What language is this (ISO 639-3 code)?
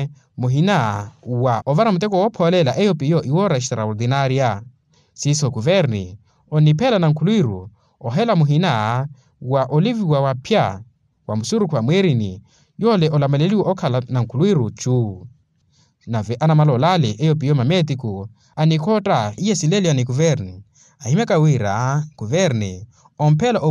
vmw